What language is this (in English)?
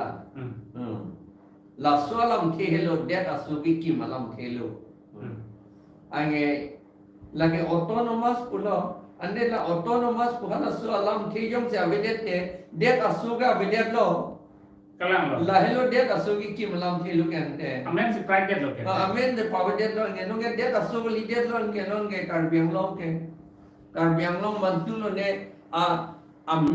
Karbi